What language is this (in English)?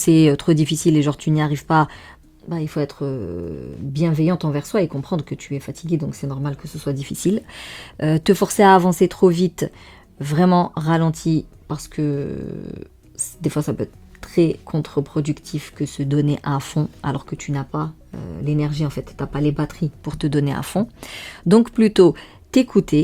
French